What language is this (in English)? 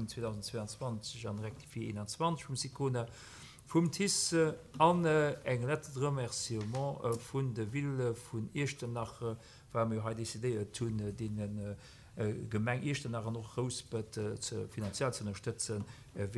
Luxembourgish